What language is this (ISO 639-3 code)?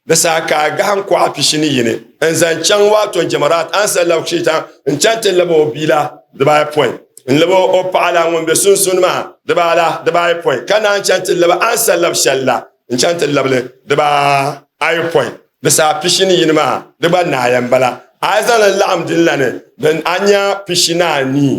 dag